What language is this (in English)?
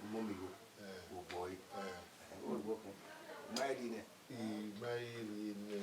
Bini